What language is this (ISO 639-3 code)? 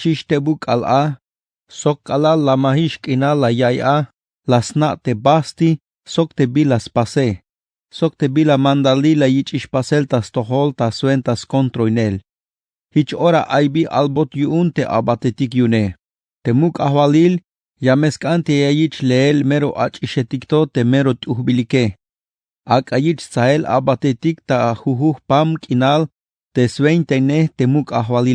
tzh